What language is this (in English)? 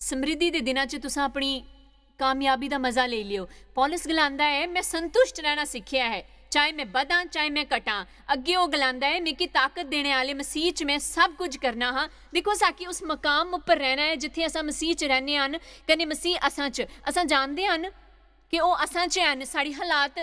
Dogri